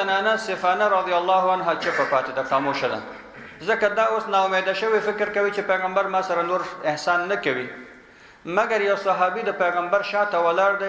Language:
Pashto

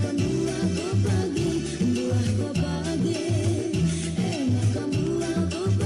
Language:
Batak Karo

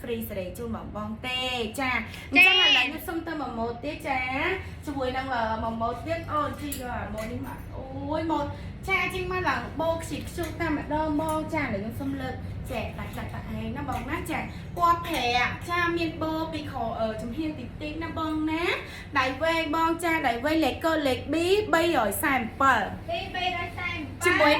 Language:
Khmer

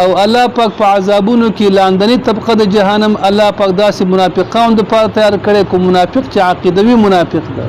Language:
Pashto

